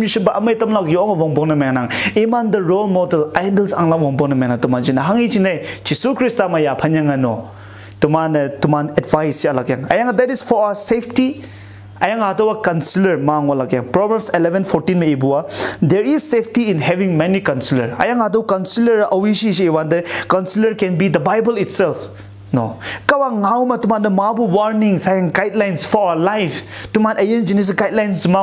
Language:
Konyak Naga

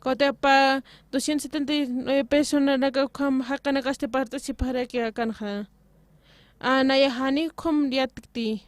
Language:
Aymara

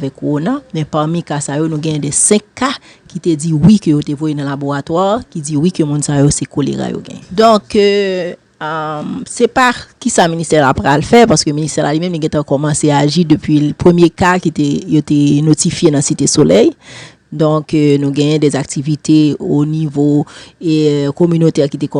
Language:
Haitian Creole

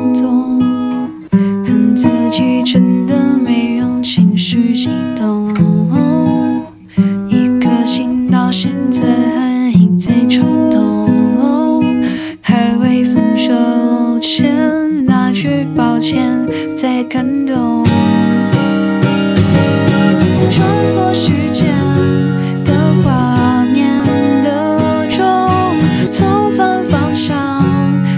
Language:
Chinese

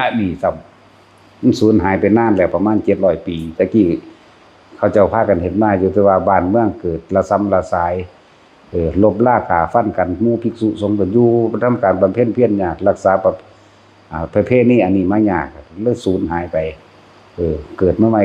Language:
Northeastern Thai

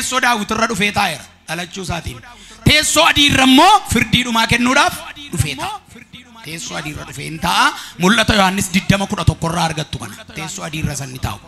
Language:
Oromo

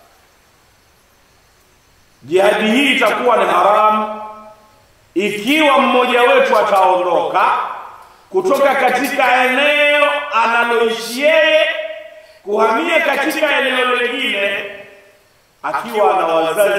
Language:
Swahili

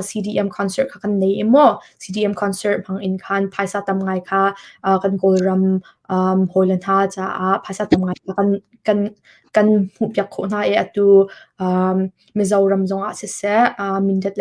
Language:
Hakha Chin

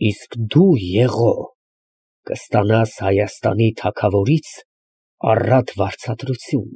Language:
Armenian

